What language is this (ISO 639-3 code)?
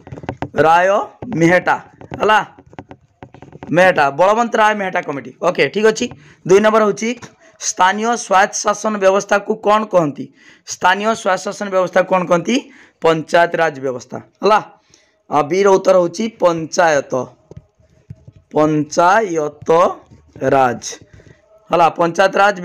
ori